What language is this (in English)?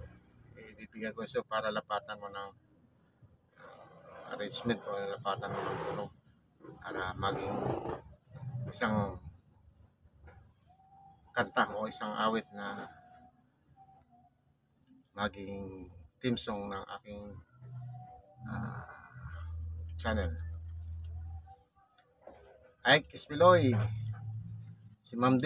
Filipino